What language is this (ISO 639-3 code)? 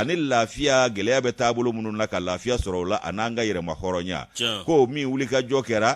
bam